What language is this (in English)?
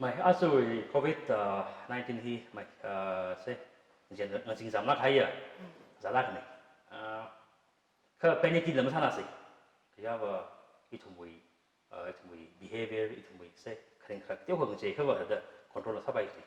Tangkhul Naga (India)